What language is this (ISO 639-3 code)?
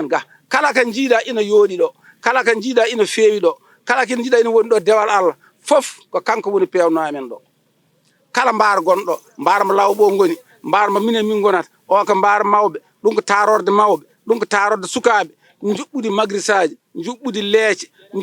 ful